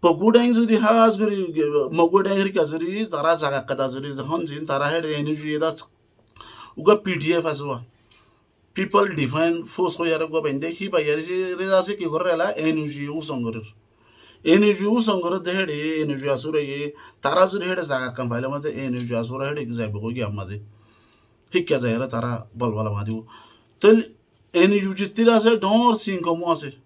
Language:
Rohingya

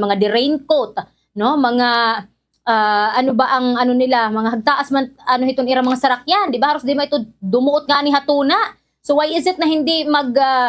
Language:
Waray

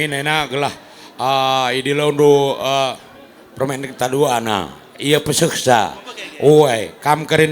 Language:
Batak Karo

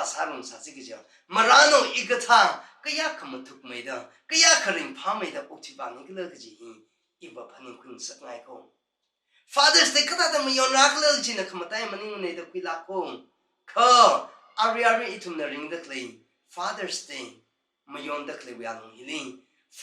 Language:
Tangkhul Naga (India)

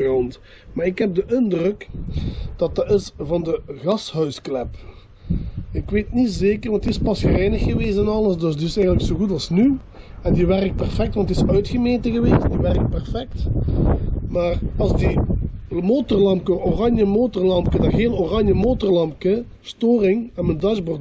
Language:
Dutch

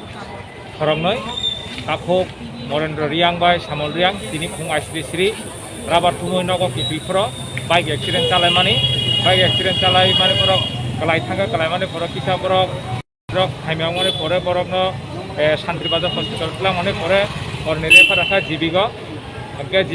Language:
Kok Borok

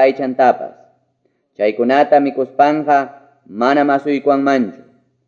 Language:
Quechua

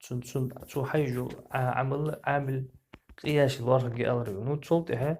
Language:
Ingush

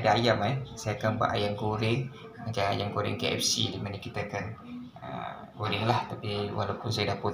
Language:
Malay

